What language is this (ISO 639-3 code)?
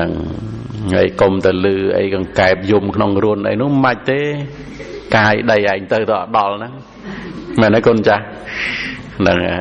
khm